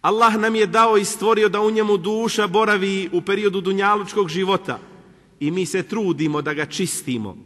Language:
Bosnian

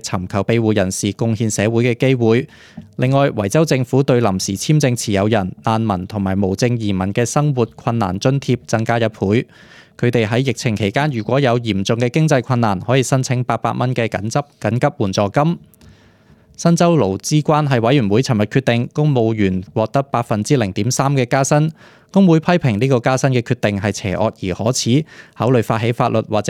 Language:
Cantonese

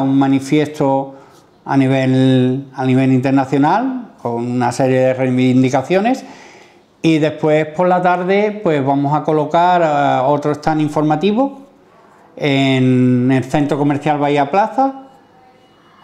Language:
Spanish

